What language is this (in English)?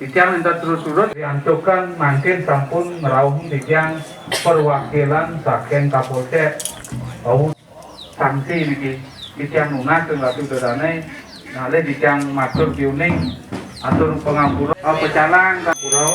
Balinese